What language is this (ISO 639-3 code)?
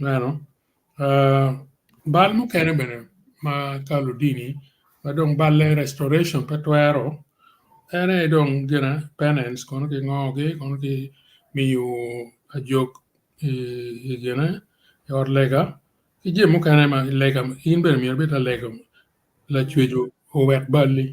ach